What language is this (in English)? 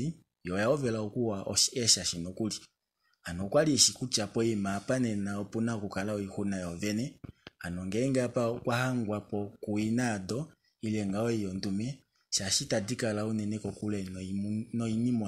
Kuanyama